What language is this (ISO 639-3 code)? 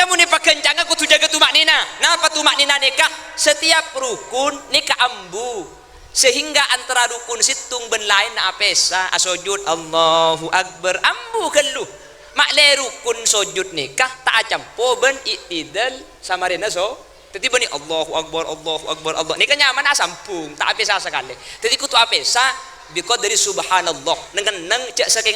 mad